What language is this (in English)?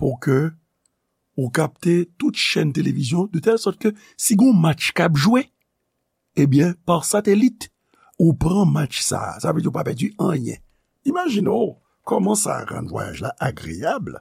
Haitian Creole